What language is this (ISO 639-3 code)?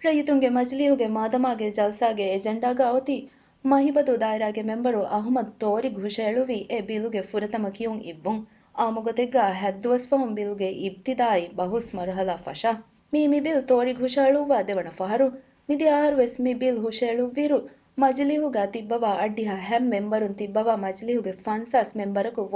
div